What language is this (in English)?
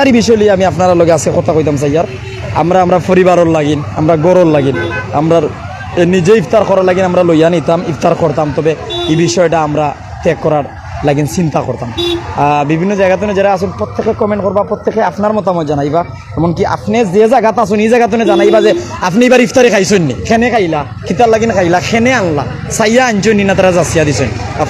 Sylheti